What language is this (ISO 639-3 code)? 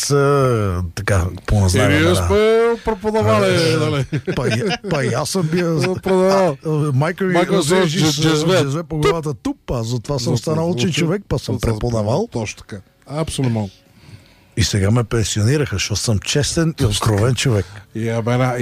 bul